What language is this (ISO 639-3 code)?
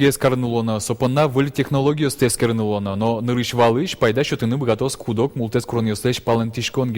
udm